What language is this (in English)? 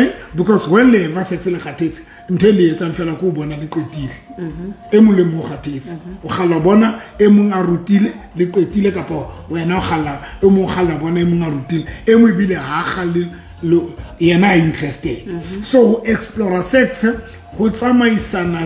Southern Sotho